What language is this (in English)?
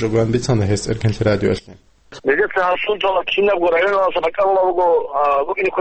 Avaric